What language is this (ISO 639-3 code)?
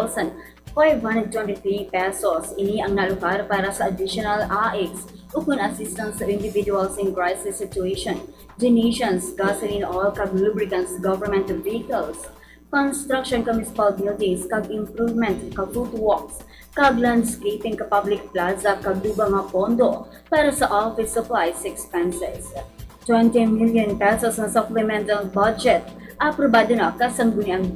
hil